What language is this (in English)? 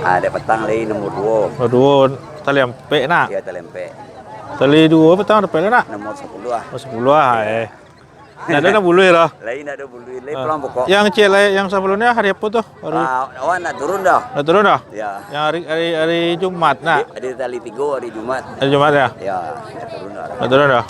Minangkabau